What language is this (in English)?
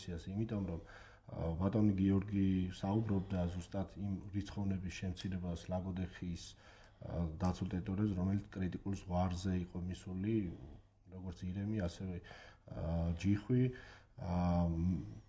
Georgian